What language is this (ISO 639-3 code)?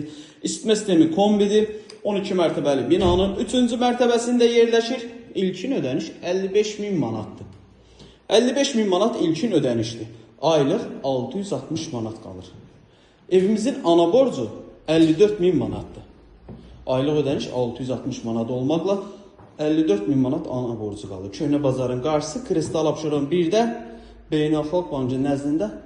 aze